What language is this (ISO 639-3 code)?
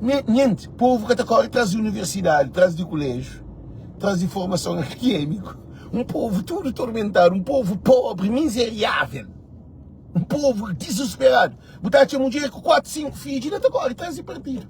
kea